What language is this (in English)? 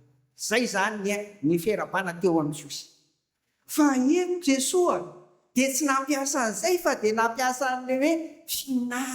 Malagasy